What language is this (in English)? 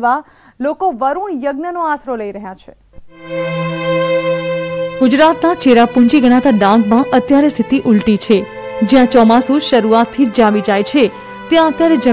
Gujarati